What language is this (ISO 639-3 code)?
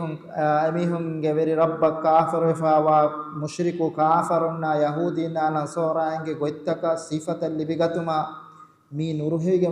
div